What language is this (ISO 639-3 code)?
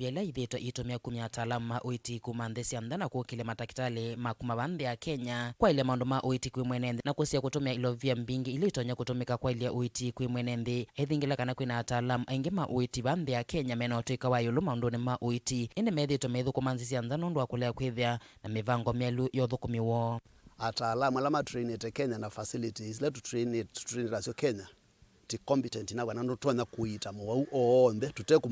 kam